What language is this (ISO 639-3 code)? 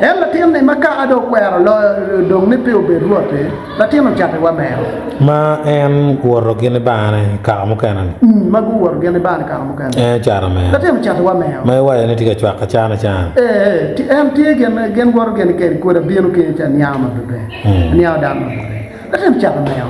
ach